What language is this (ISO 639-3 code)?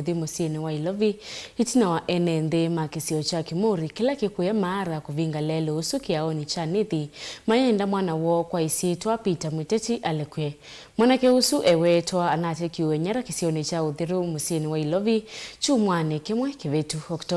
kam